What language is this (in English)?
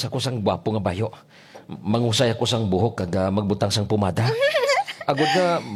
Hiligaynon